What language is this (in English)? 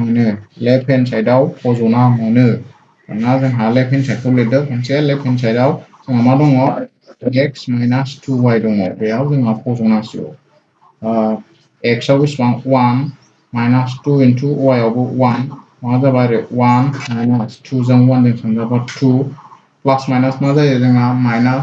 Bodo